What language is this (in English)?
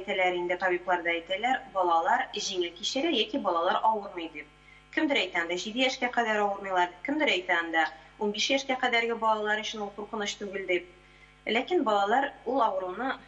Tatar